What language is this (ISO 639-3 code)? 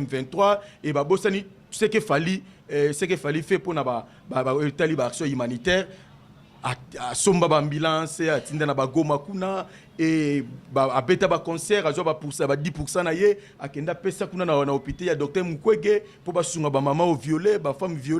lin